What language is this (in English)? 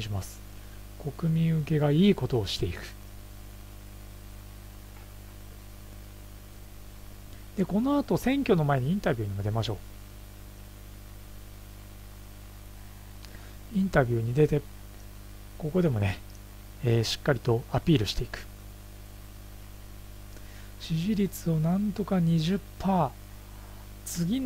Japanese